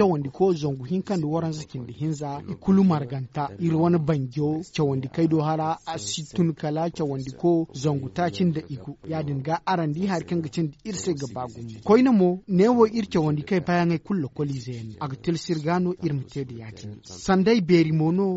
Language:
Zarma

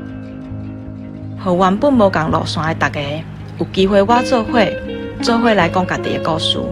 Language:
Min Nan Chinese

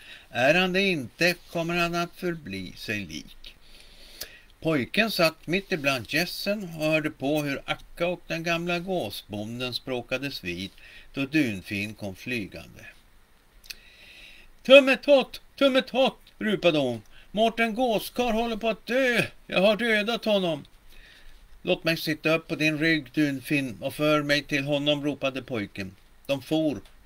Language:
Swedish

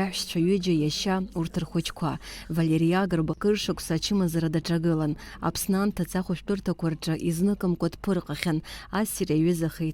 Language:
Abkhazian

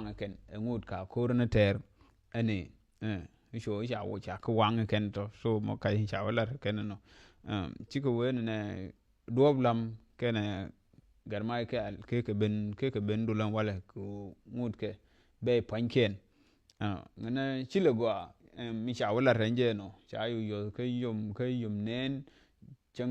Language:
Nuer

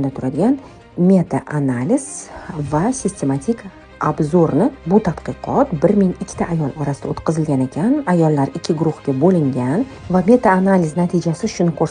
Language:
Uzbek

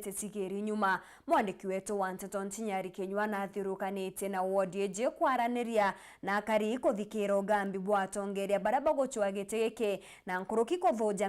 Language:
Meru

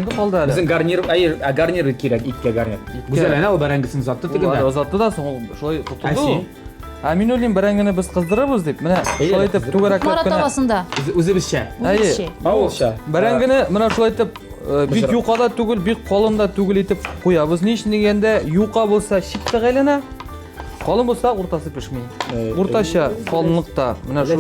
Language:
Tatar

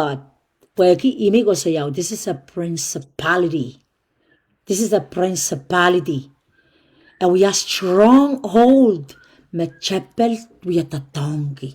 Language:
Pohnpeian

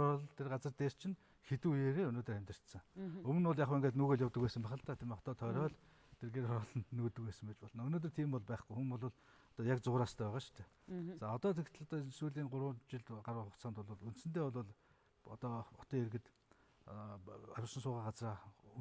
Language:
Mongolian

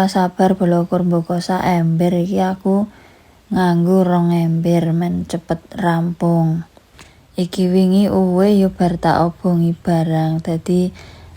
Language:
Javanese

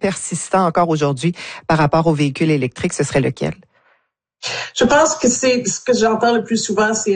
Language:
French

